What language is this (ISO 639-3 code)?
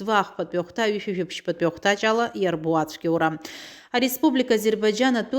abk